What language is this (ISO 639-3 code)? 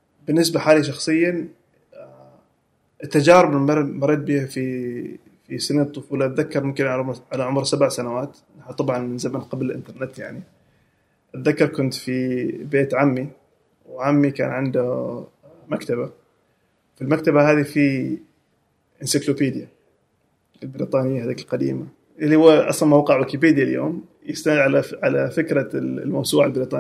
afb